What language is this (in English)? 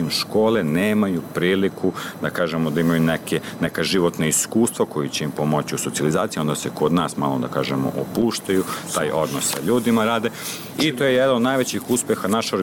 Serbian